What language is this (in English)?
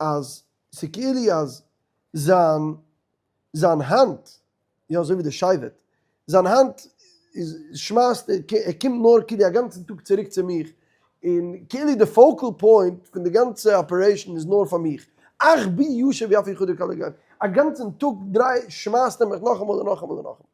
Yiddish